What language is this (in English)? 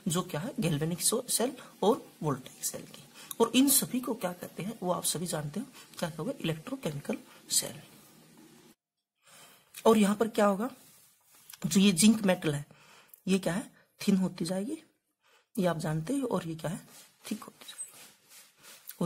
Hindi